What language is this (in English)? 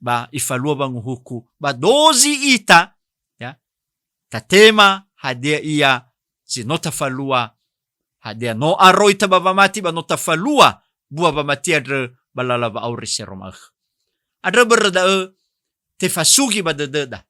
Nias